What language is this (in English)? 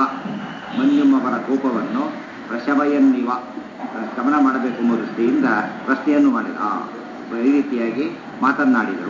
Kannada